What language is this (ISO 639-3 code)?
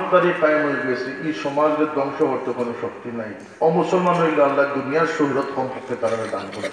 syl